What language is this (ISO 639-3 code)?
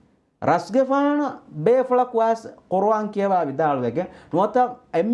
div